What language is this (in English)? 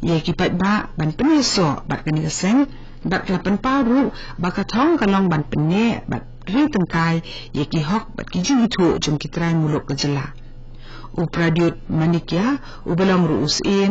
Khasi